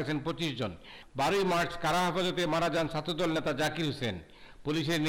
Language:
Bangla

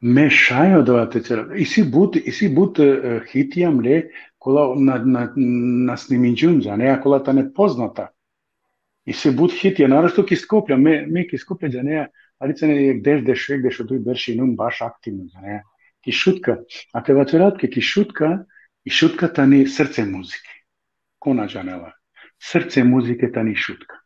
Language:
Balkan Romani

